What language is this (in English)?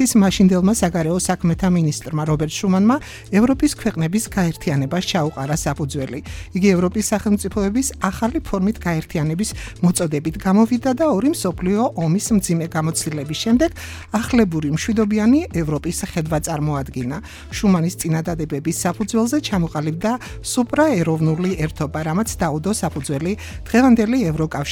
Georgian